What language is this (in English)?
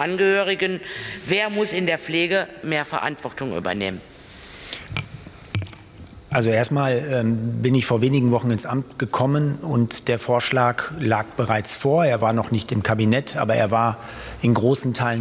German